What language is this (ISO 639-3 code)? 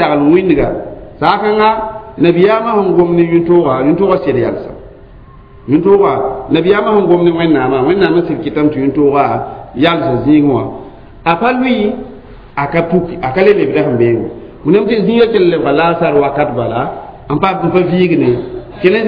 mos